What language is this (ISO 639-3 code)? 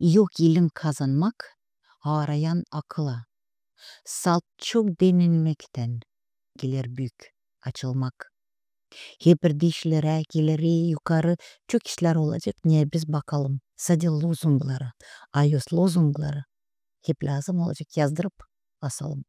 gag